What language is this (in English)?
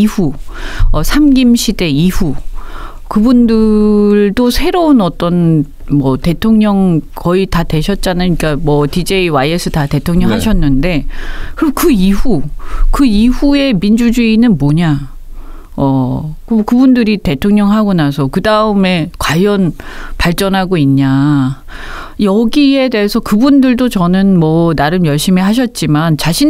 Korean